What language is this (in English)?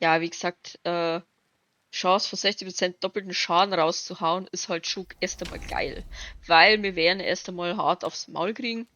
Bavarian